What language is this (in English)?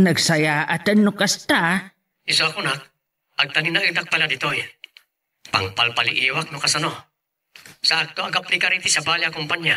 Iloko